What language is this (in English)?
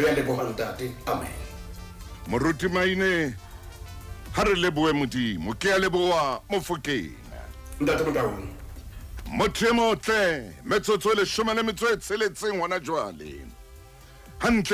Southern Sotho